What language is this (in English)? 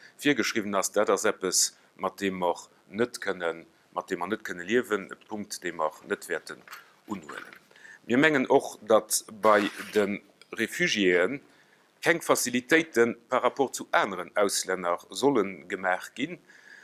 Luxembourgish